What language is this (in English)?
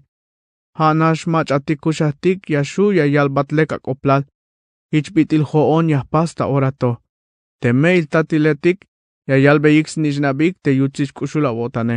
Tzeltal